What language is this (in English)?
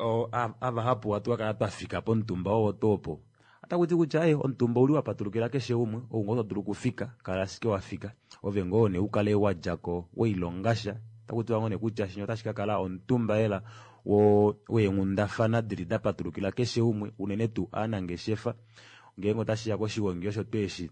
Kuanyama